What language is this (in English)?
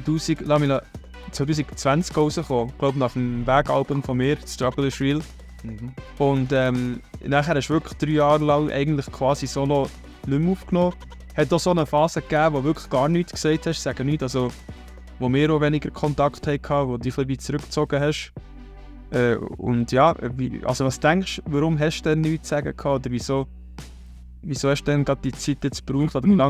Swiss German